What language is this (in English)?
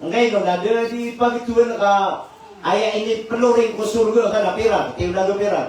Maranao